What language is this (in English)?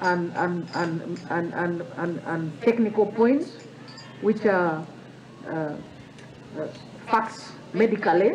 Nyankole